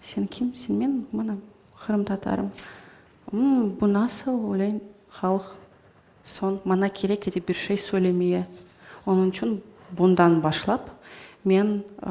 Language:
Crimean Tatar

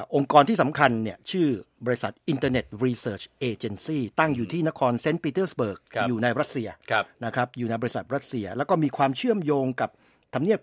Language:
Thai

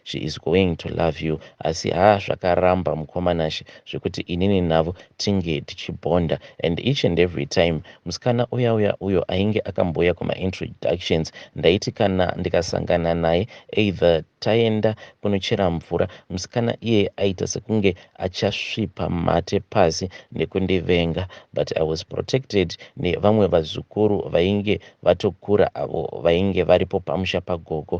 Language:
Shona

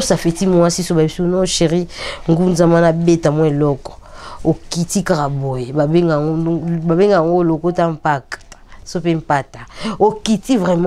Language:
Lingala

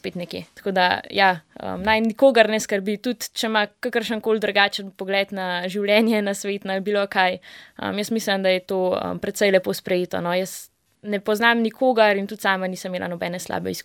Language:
Slovenian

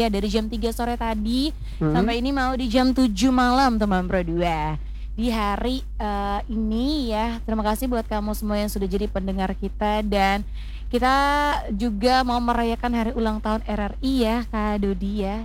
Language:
Indonesian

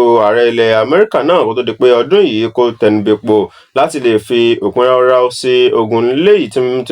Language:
Yoruba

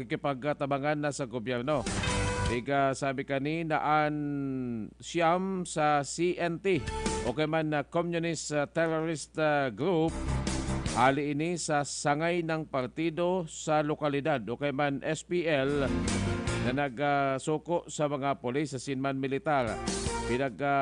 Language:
Bikol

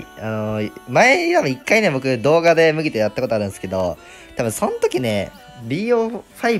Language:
Japanese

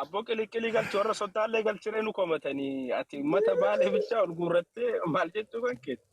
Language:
Oromo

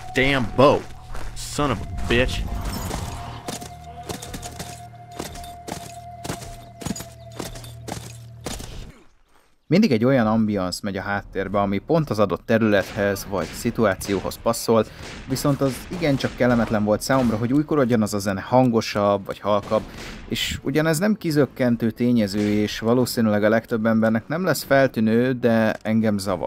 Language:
Hungarian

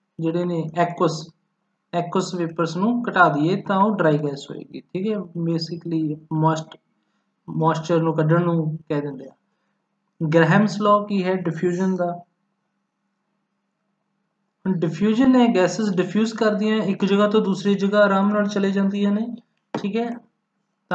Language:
Punjabi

